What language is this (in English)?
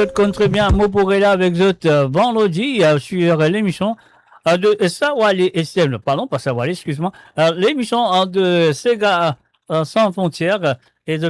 Morisyen